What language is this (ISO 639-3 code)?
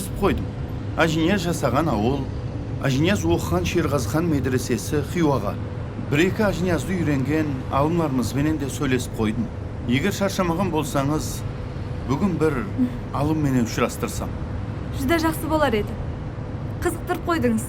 kaa